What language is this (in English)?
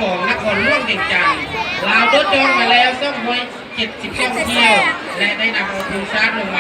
Lao